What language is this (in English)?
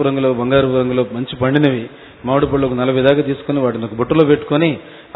Telugu